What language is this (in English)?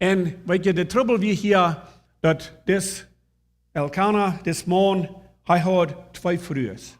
Plautdietsch